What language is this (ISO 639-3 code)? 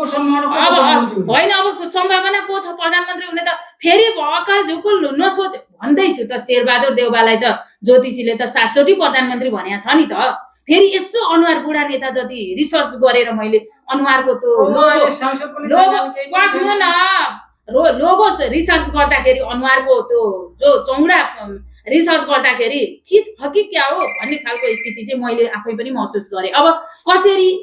nep